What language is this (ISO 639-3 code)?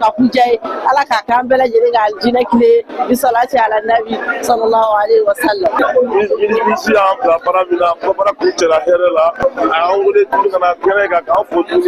bam